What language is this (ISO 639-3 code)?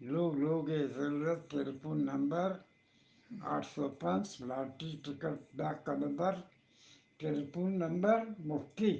bgp